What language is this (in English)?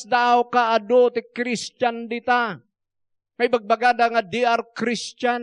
Iloko